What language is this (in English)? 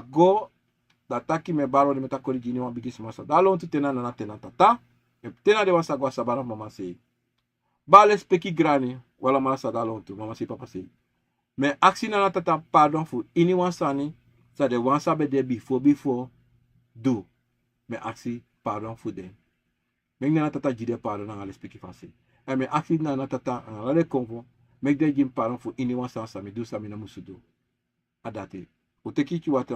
Sranan Tongo